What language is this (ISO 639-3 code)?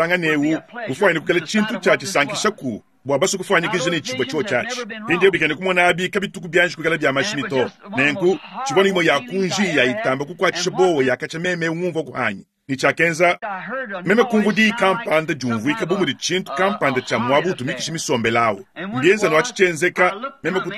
lua